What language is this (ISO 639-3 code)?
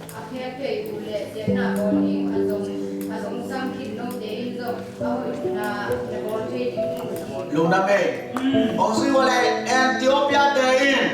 ctd